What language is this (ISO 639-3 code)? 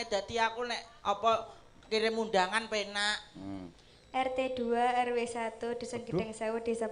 jav